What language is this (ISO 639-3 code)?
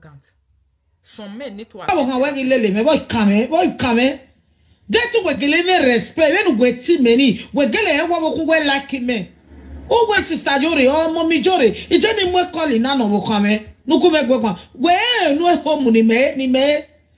pcm